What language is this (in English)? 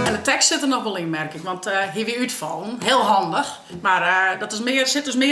Western Frisian